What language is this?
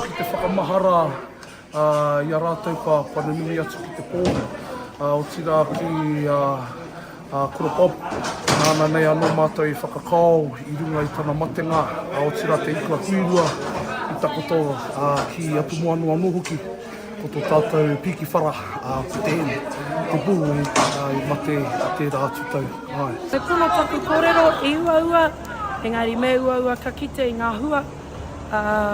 Māori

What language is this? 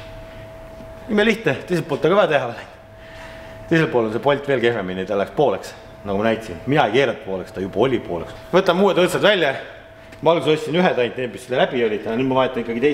Estonian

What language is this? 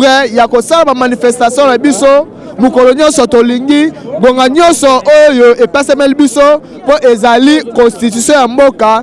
Lingala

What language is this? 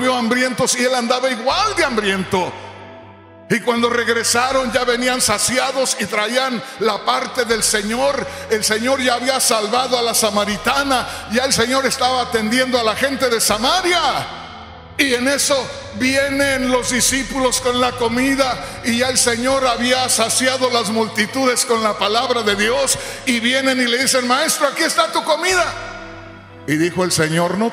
Spanish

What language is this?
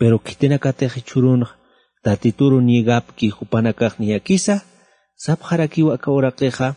Aymara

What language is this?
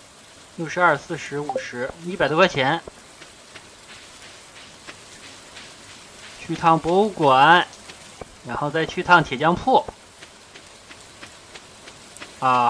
Chinese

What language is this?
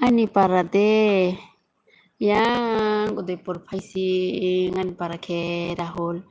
Kok Borok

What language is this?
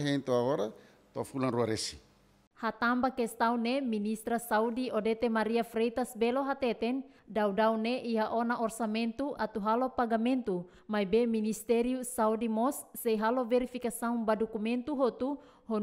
Tetum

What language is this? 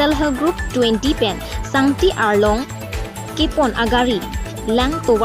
Karbi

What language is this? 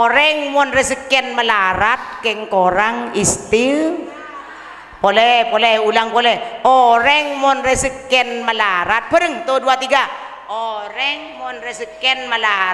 Madurese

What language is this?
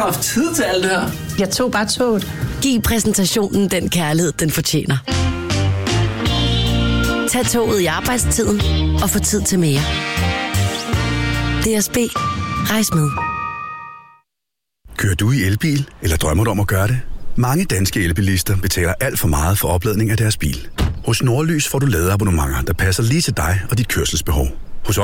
Danish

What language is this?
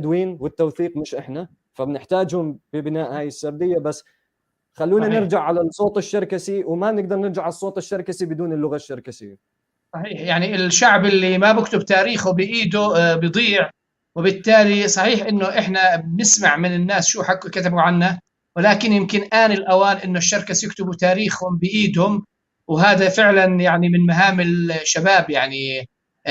North Levantine Arabic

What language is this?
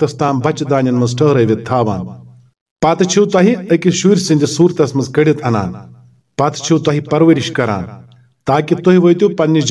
Kashmiri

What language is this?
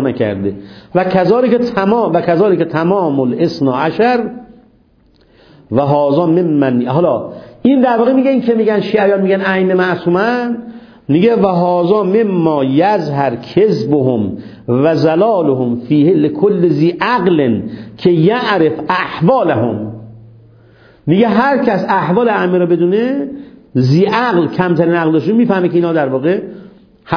Persian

